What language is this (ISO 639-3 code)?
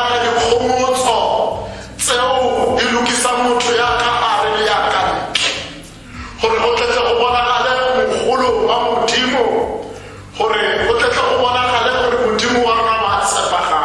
tsn